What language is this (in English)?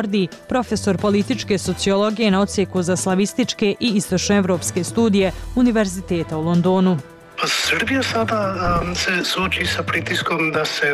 Bosnian